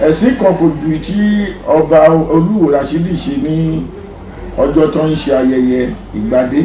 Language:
Yoruba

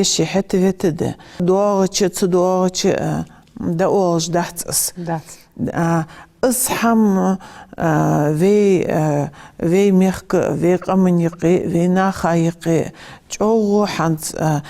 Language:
Ingush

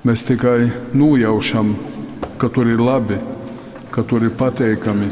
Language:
Latgalian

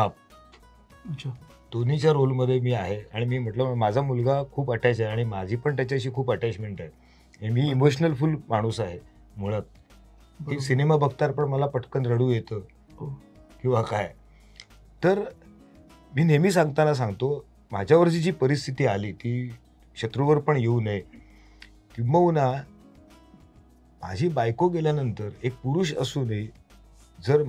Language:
Marathi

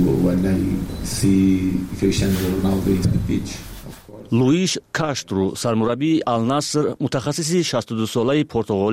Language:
Persian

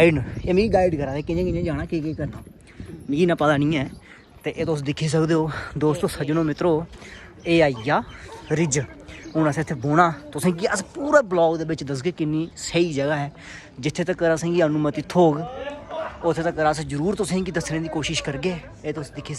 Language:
Dogri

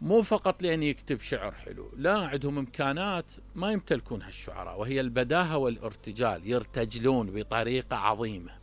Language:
Mesopotamian Arabic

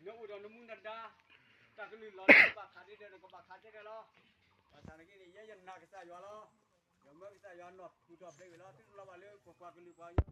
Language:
S'gaw Karen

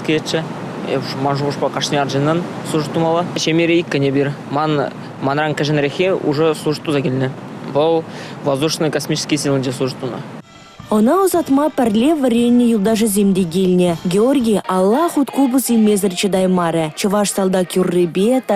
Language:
Chuvash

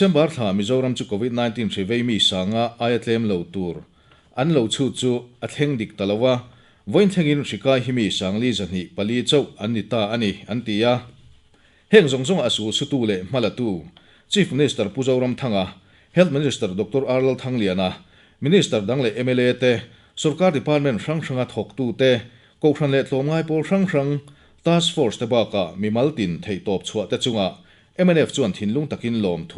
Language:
Mizo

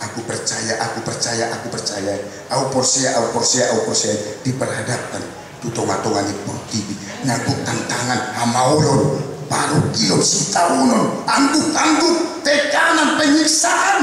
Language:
Batak Toba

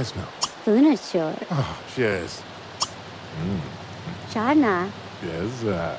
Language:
Bavarian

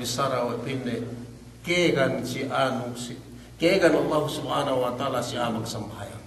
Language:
Yakan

